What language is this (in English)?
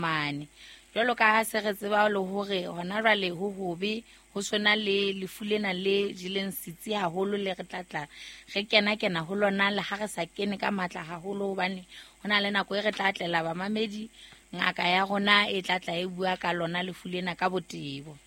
Southern Sotho